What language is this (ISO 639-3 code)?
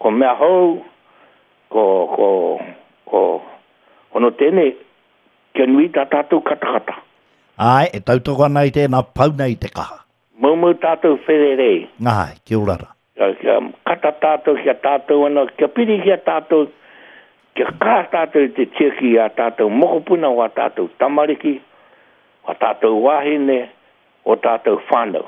mri